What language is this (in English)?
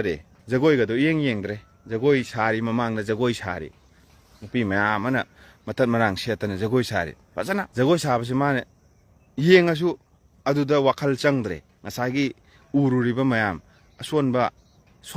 Manipuri